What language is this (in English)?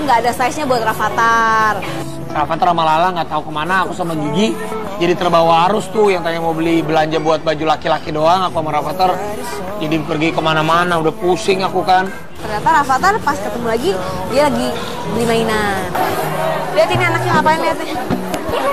Indonesian